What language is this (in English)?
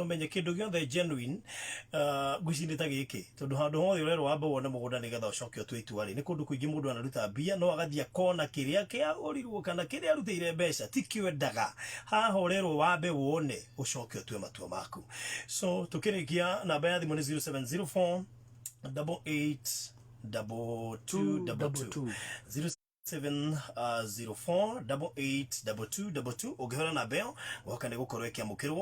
Kikuyu